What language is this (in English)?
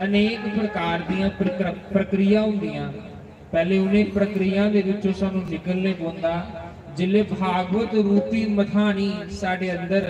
Dogri